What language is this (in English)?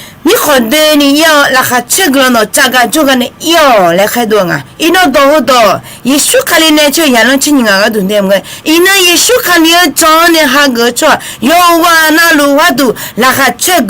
Akha